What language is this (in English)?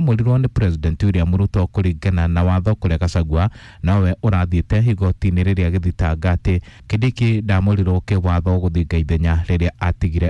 Kikuyu